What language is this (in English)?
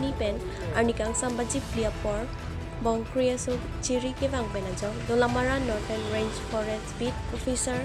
Karbi